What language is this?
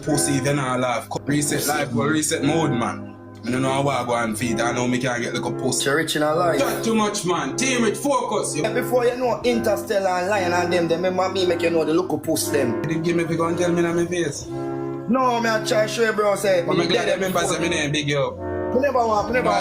Jamaican Creole English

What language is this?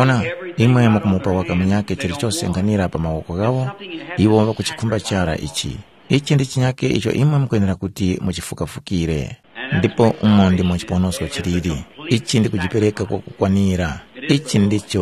Tumbuka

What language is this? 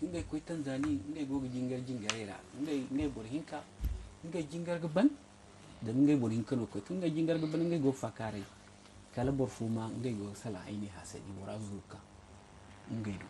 Zarma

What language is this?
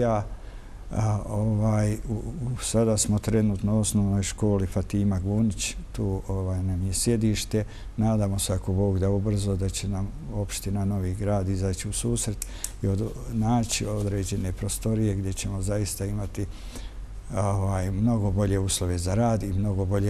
Bosnian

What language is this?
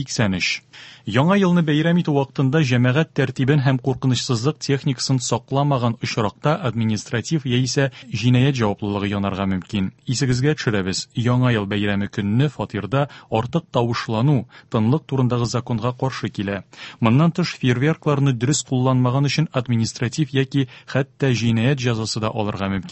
Tatar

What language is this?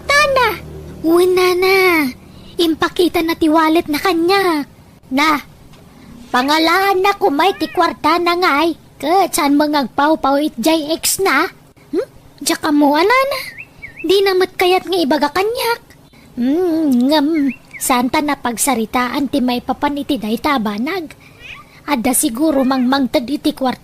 Iloko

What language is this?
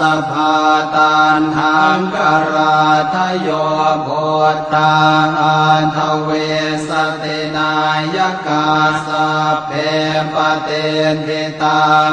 Pali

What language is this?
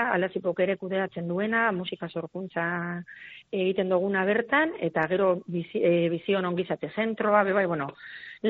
Basque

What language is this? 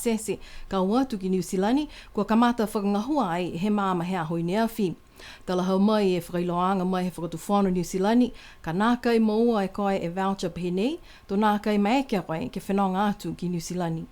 Niuean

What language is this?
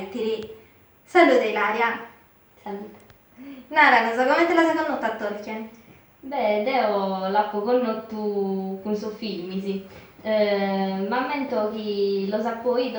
Sardinian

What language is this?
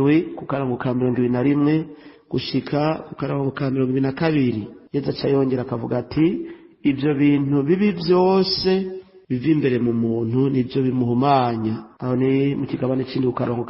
Rundi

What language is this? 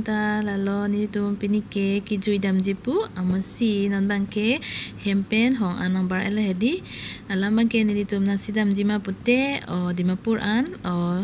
Karbi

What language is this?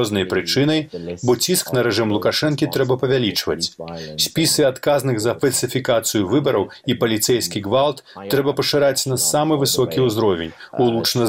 Belarusian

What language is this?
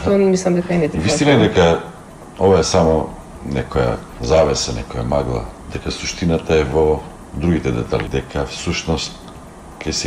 Macedonian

